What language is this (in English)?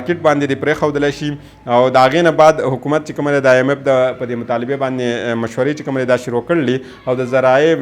Pashto